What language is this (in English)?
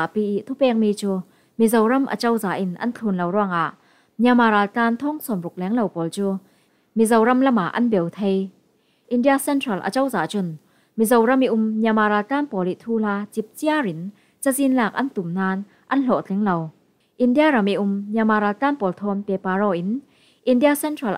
Falam Chin